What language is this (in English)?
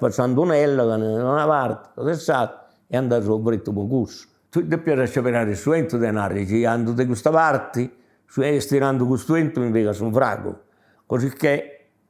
Sardinian